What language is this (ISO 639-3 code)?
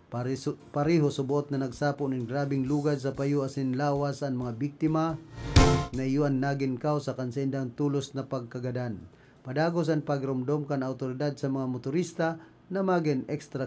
bik